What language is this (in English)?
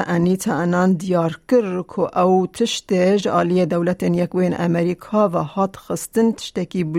Kurdish